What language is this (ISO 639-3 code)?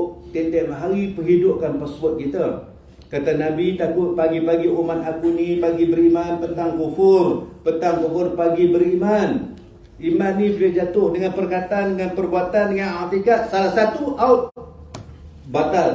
msa